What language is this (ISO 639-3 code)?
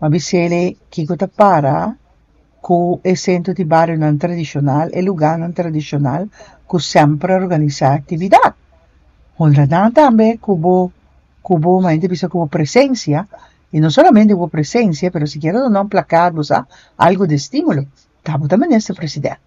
pap